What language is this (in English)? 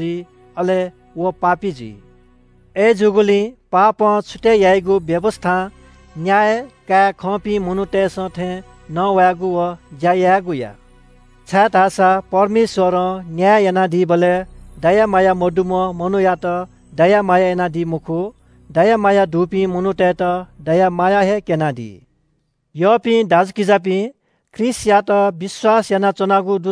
Newari